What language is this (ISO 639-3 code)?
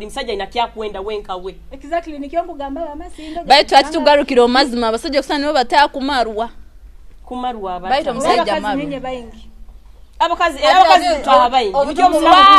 nyo